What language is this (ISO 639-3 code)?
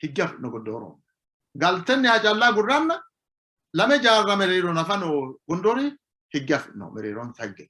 sid